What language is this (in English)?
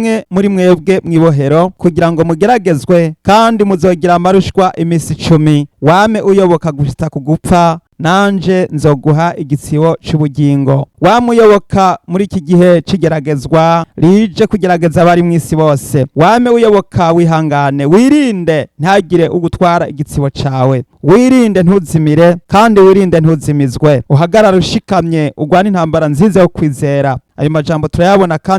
Rundi